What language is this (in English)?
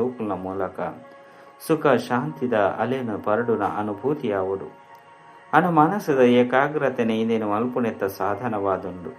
Tulu